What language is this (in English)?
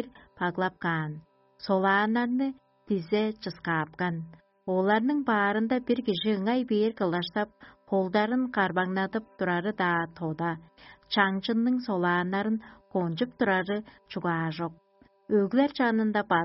Tuvinian